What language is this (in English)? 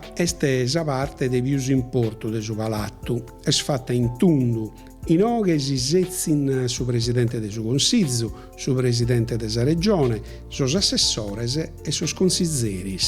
Sardinian